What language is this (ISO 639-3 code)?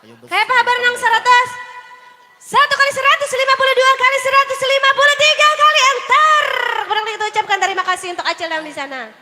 bjn